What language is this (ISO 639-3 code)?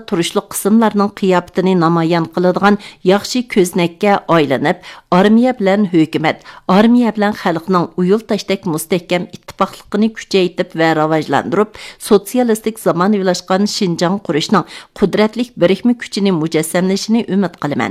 uig